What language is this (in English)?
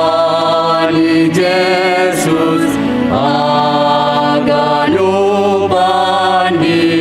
Batak Simalungun